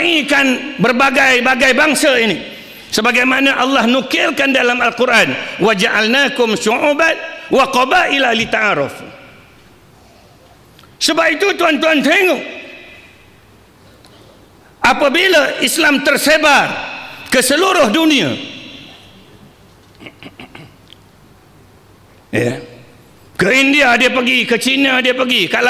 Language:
Malay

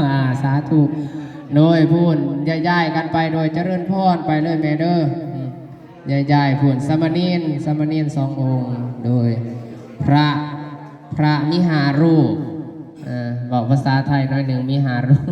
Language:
Northeastern Thai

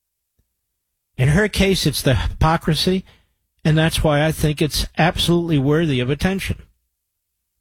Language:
English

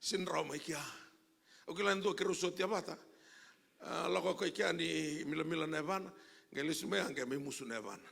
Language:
Fijian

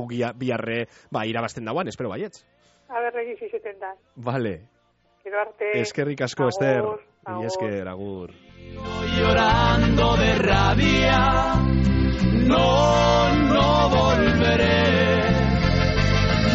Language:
Basque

